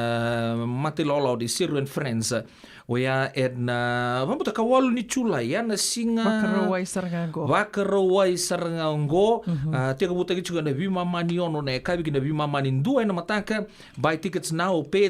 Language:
Fijian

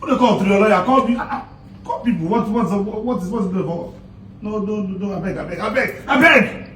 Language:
Nigerian Pidgin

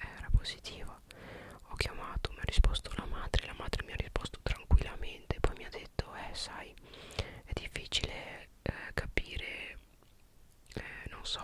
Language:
Italian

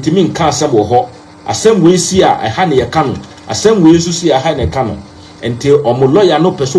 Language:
Akan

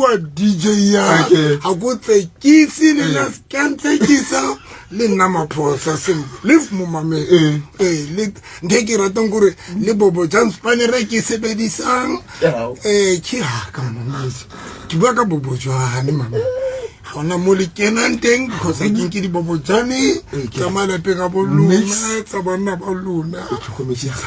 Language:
Southern Sotho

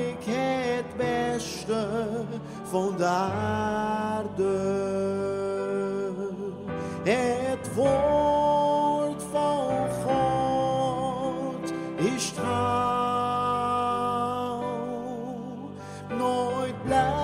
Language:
Dutch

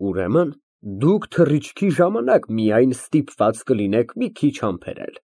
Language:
Armenian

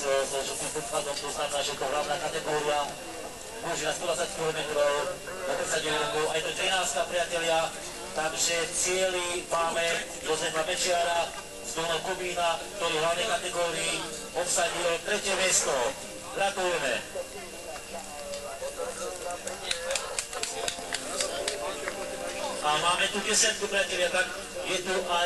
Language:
Slovak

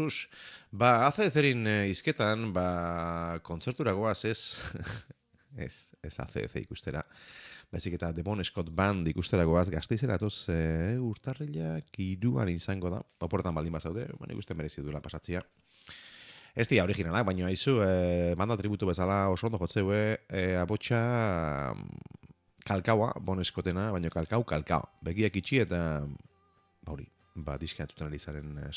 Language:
Basque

